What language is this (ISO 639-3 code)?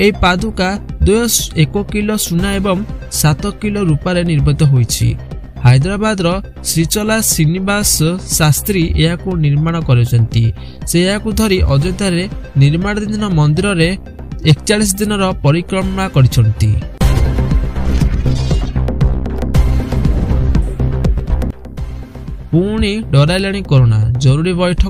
ori